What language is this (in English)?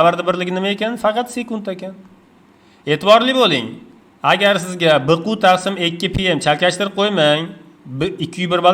Uzbek